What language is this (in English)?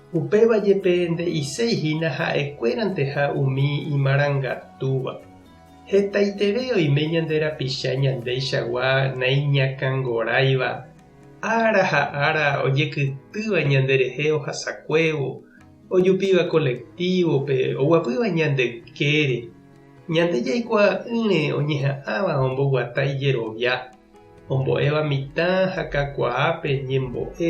Guarani